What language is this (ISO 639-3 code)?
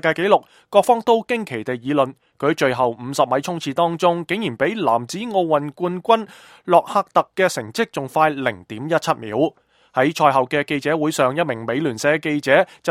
yue